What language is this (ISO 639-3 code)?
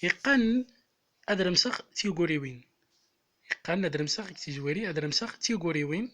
tzm